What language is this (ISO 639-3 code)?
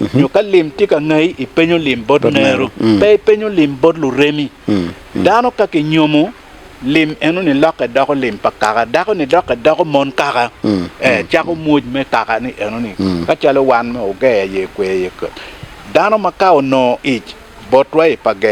ach